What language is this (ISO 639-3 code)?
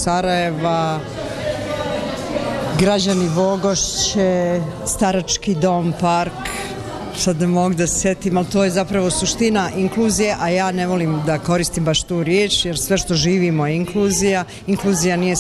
bos